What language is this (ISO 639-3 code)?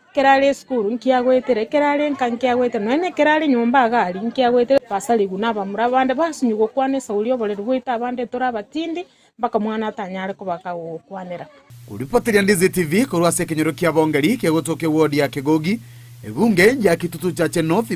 guz